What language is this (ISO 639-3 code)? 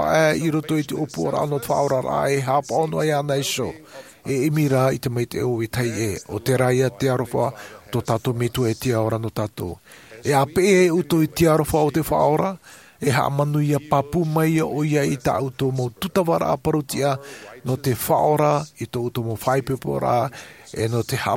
tah